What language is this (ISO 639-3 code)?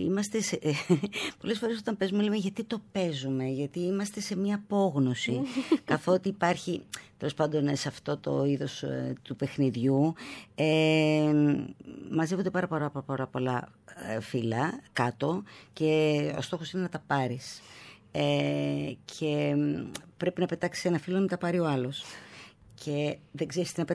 ell